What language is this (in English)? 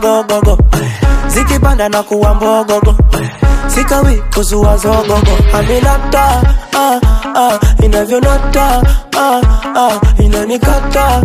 Swahili